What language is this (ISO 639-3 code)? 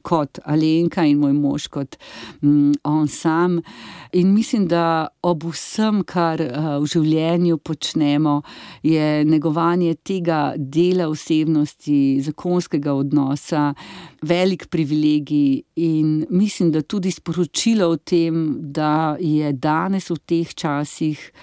slv